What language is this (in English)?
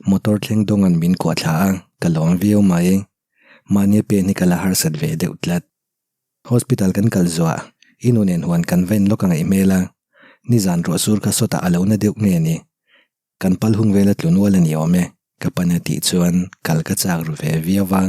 Mizo